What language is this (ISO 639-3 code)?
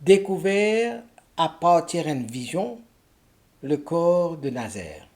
mfe